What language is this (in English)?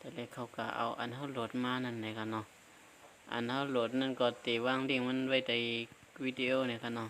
Shan